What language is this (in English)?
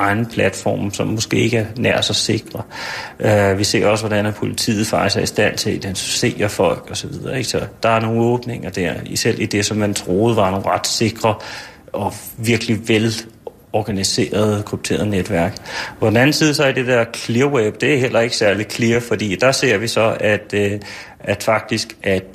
Danish